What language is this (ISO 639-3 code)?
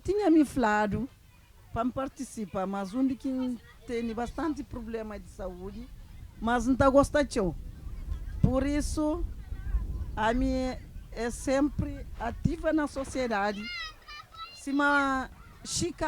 kea